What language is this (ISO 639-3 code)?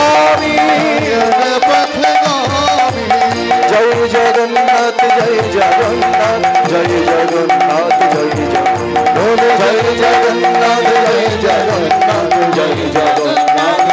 ben